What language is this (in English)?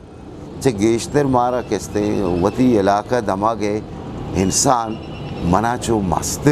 Eastern Balochi